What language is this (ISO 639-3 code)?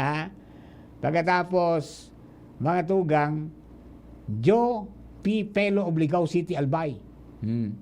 bik